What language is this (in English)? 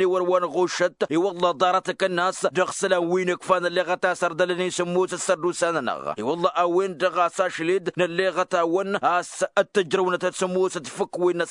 Tamasheq